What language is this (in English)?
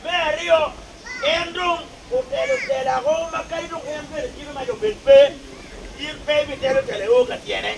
Acoli